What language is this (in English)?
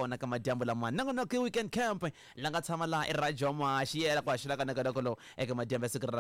Tsonga